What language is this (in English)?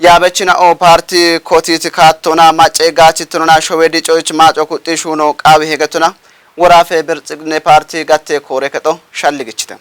Kafa